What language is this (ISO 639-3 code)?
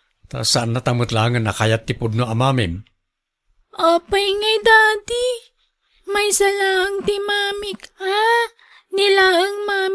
ilo